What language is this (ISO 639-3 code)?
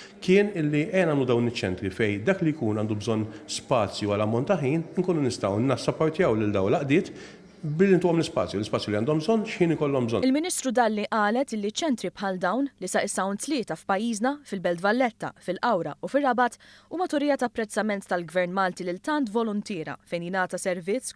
mlt